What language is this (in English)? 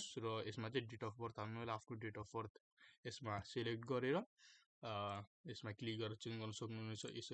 Nepali